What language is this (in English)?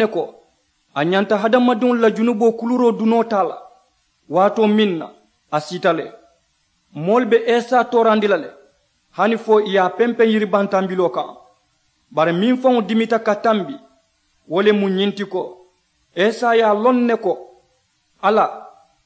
Mandingo